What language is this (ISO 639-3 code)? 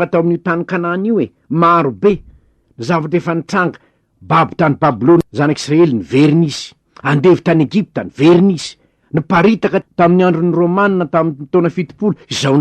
mlg